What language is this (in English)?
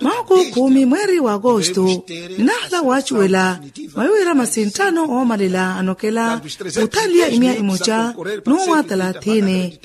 Makhuwa